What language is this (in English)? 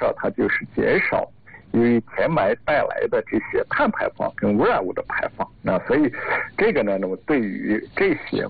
Chinese